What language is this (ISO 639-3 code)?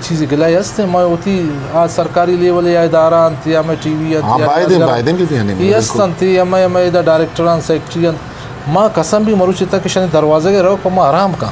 bgp